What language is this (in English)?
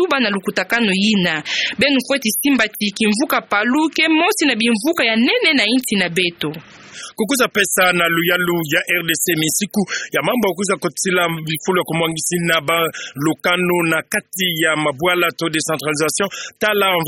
Kituba (Democratic Republic of Congo)